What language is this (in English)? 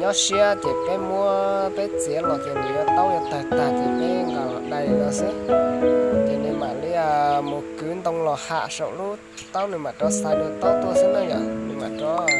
Hmong